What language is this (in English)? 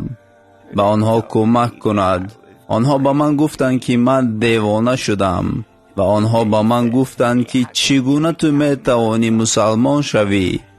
Tajik